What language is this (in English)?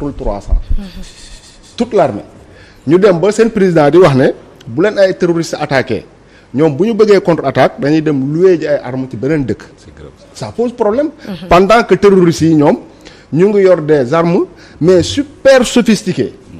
Wolof